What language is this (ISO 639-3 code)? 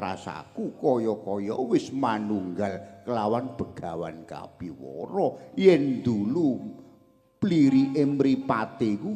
jav